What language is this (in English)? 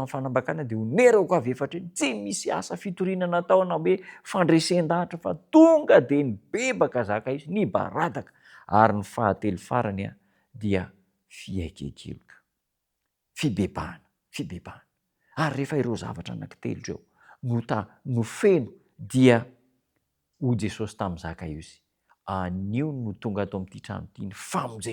Malagasy